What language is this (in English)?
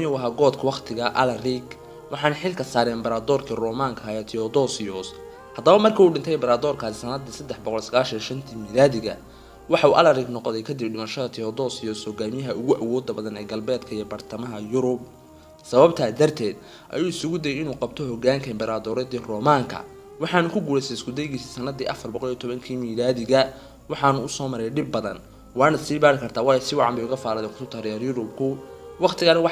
Somali